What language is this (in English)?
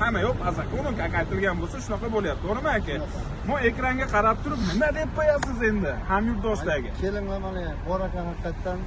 Uzbek